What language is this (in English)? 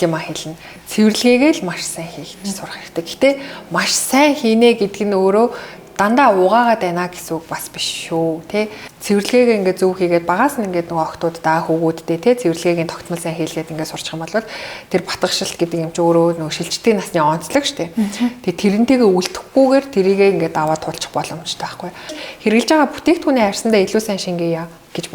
Mongolian